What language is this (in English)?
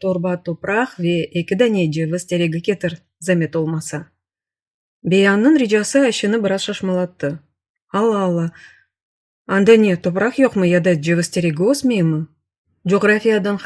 Crimean Tatar